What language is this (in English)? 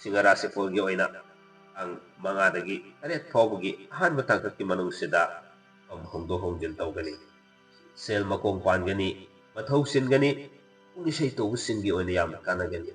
Manipuri